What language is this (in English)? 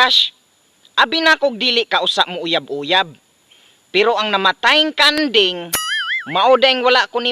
Cebuano